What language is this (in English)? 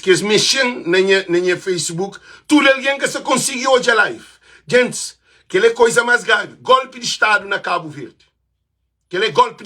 Kabuverdianu